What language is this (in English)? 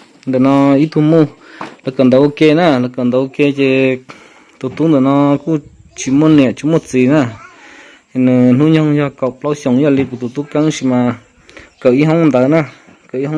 Hmong